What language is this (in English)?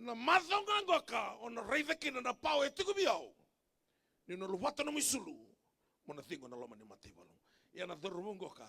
Fijian